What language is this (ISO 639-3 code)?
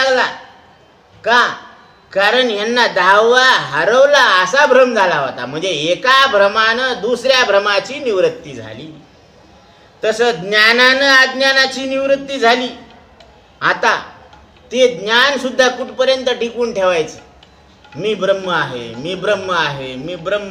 mar